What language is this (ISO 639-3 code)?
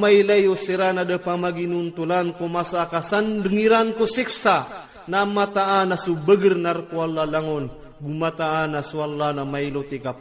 ilp